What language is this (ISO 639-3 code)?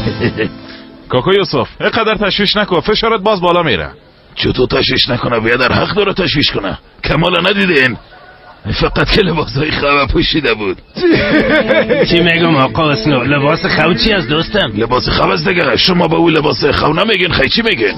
fas